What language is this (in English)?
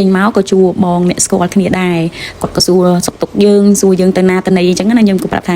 Khmer